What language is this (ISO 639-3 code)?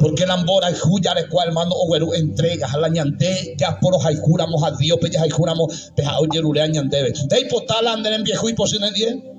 grn